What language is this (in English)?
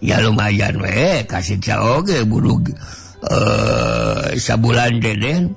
Sundanese